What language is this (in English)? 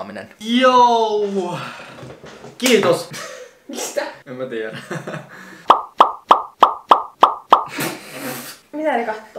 Finnish